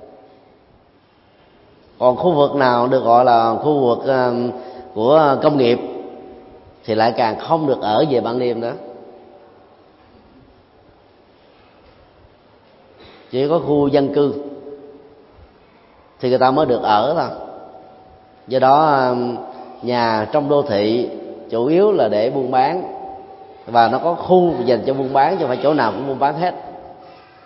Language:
Vietnamese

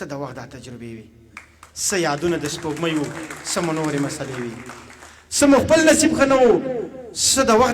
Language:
Pashto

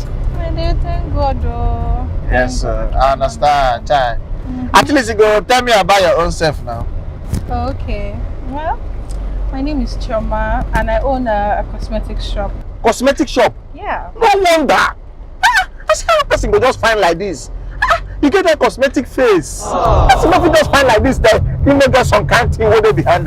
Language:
Nigerian Pidgin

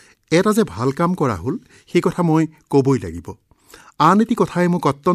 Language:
Assamese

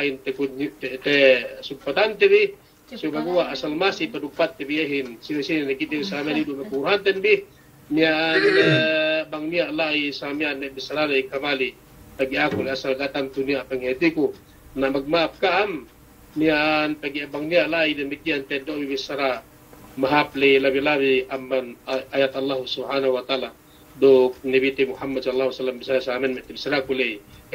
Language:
Yakan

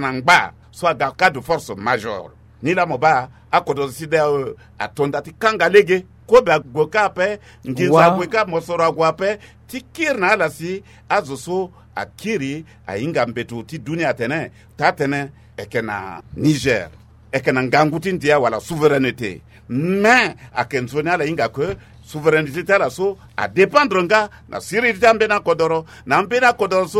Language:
Sango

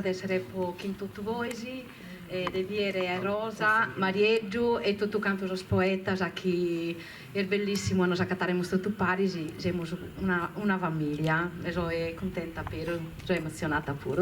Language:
Sardinian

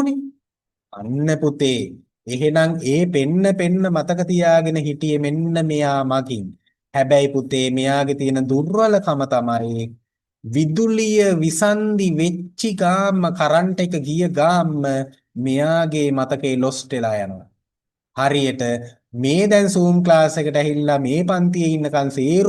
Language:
Sinhala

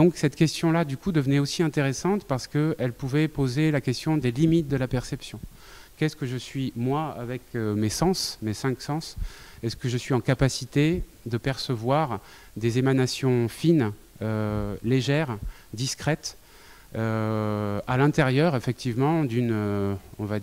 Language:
French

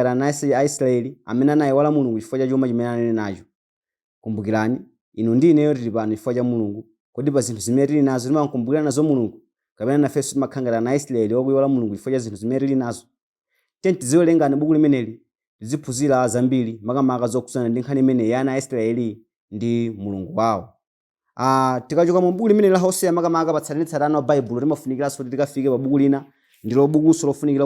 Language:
Nyanja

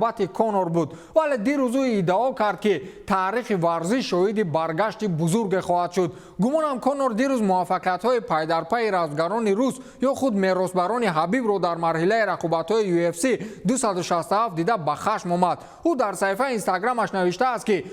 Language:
Tajik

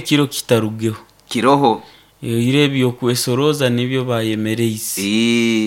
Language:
Nyoro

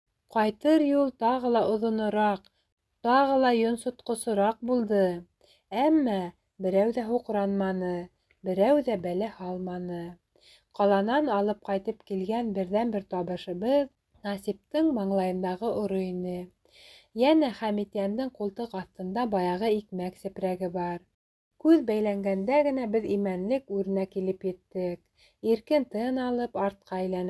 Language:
Bashkir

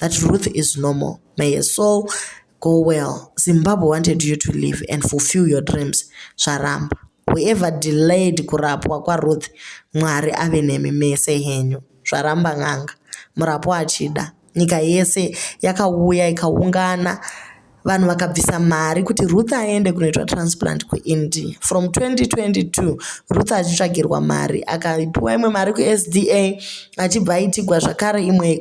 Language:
Shona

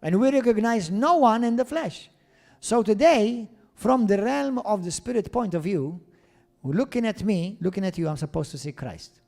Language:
English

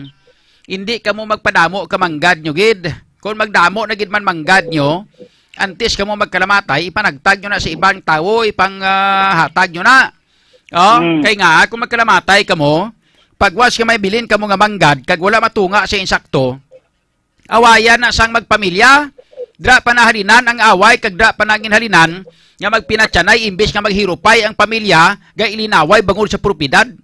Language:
Hiligaynon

